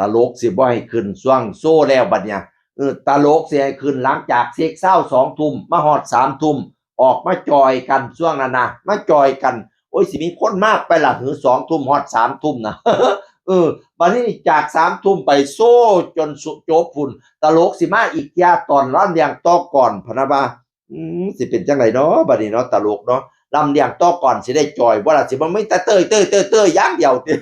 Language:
Northeastern Thai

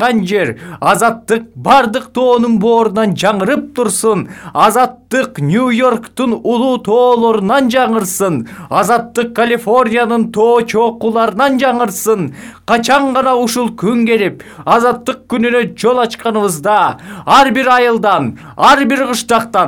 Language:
Kyrgyz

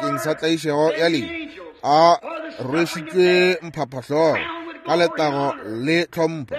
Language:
Northern Sotho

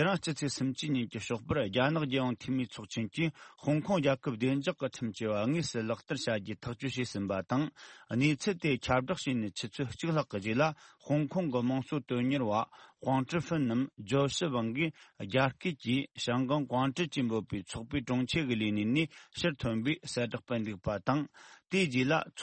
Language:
Tibetan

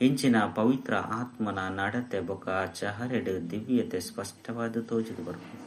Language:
Tulu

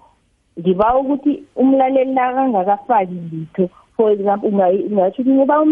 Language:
South Ndebele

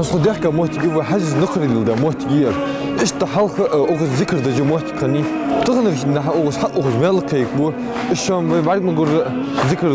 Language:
Ingush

